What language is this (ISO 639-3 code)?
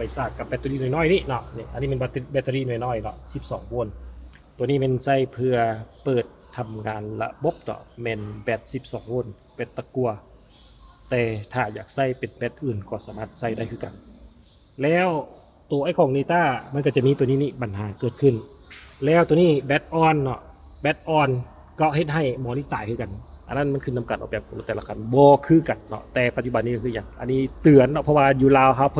lao